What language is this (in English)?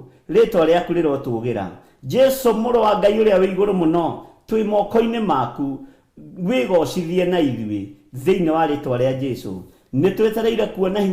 Kikuyu